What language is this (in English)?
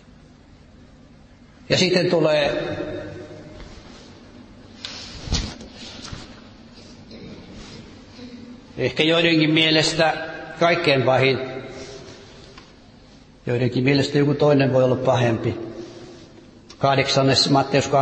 Finnish